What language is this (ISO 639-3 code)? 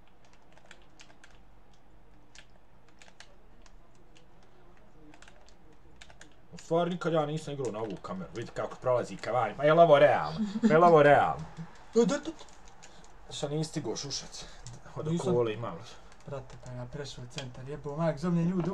bos